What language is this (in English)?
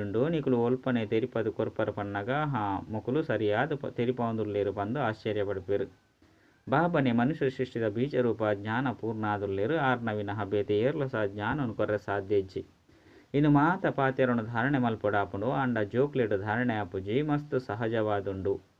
Tulu